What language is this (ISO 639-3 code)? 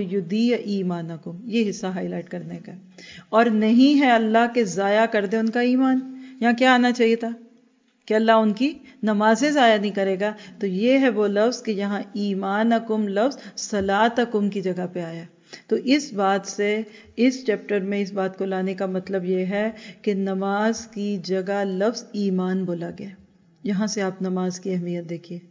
urd